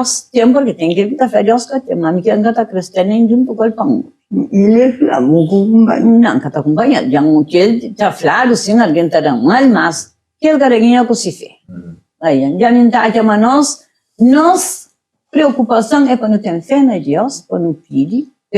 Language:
Kabuverdianu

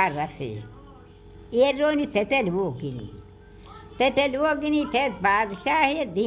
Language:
Baluchi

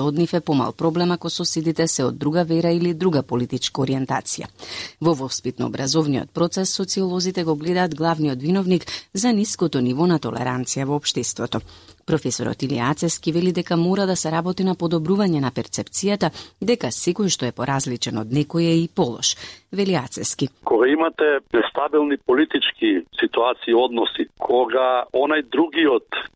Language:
Macedonian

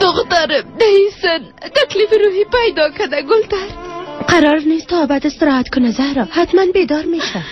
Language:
Persian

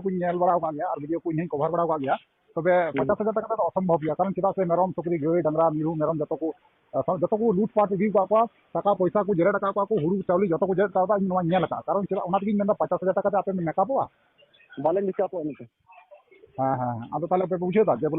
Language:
Santali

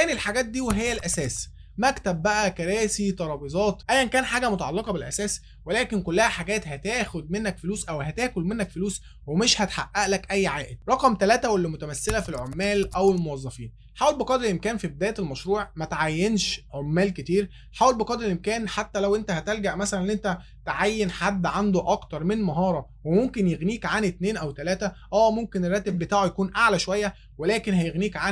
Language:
Egyptian Arabic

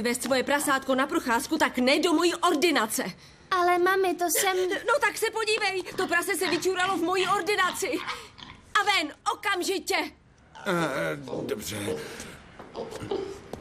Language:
Czech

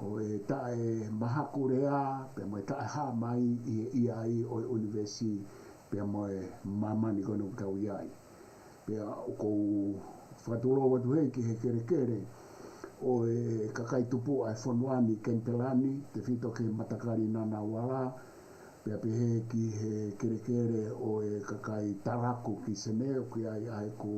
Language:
Tongan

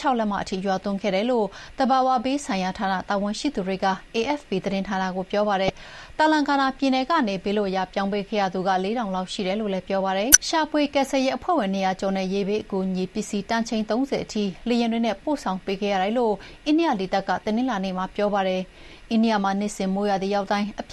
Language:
Burmese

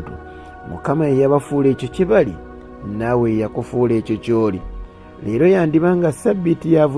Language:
Ganda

